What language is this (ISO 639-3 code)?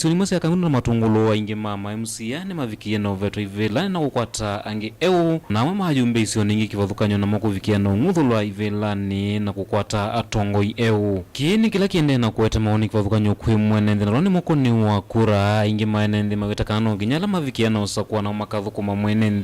kam